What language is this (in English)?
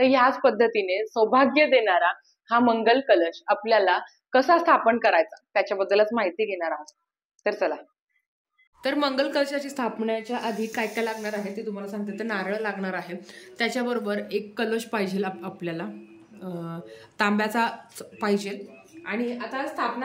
Marathi